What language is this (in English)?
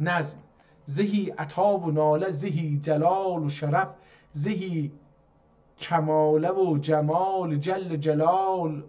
South Azerbaijani